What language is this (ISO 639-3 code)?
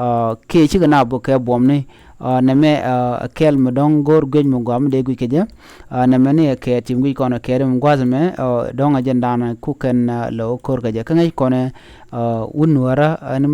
nus